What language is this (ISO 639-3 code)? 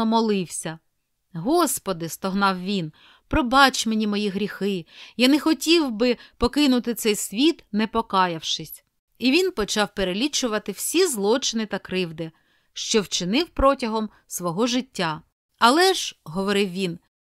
ukr